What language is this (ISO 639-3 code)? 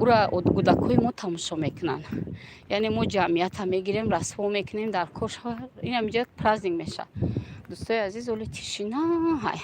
tgk